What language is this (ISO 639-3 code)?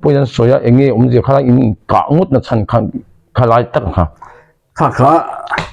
lus